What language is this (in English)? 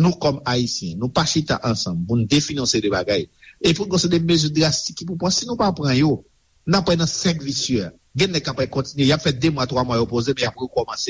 Haitian Creole